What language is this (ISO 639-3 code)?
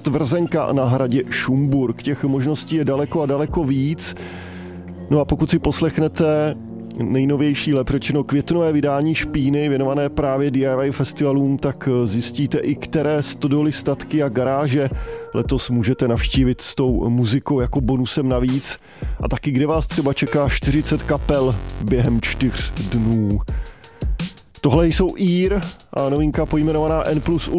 ces